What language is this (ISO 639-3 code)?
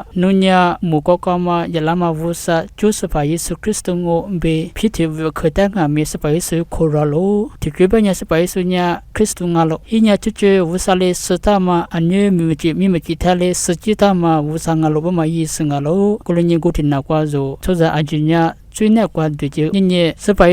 lis